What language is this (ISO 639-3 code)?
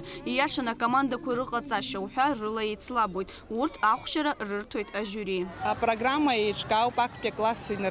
abk